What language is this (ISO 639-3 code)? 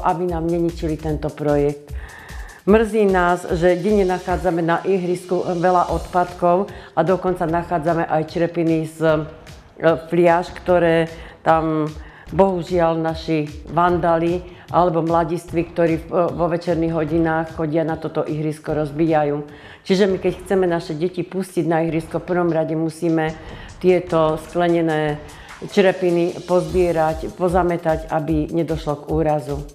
slk